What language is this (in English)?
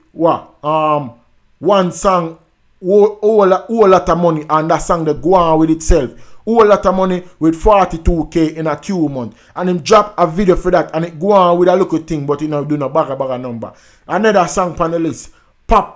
Jamaican Creole English